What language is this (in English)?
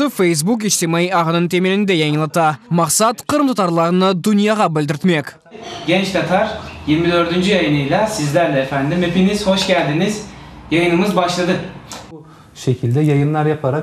Crimean Tatar